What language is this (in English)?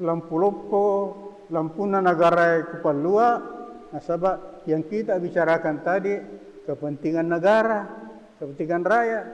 Buginese